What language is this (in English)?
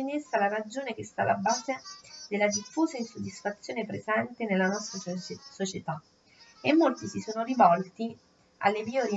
Italian